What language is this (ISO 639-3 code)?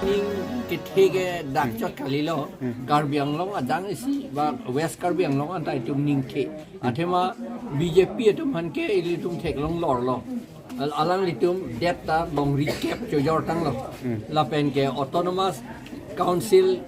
mjw